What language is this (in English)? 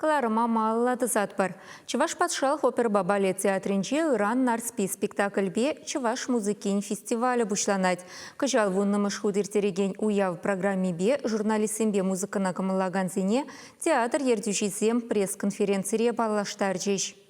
Chuvash